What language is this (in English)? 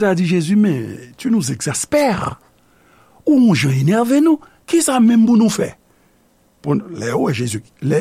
Haitian Creole